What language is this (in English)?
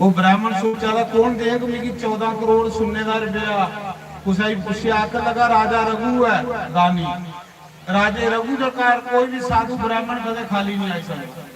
Dogri